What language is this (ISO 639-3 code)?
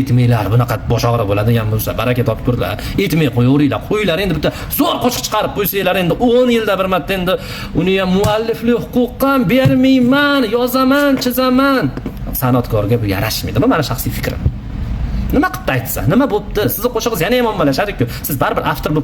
uzb